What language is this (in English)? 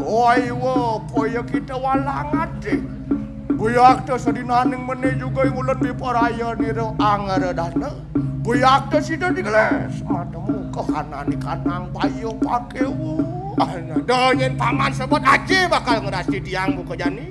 Balinese